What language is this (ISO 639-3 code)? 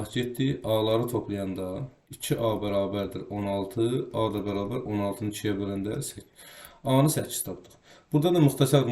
aze